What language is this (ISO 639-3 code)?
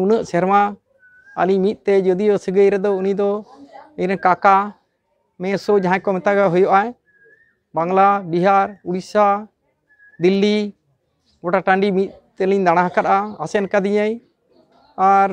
sat